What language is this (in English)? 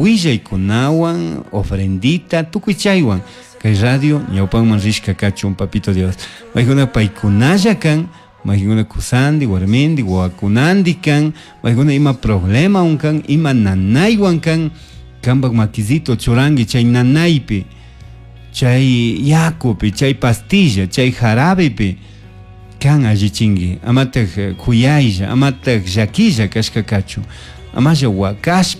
Chimborazo Highland Quichua